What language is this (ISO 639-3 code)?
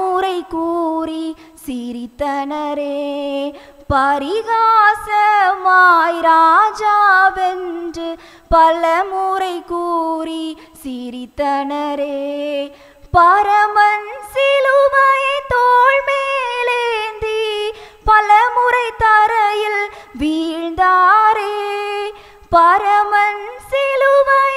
tam